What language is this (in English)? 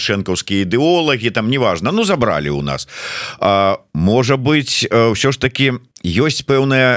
Belarusian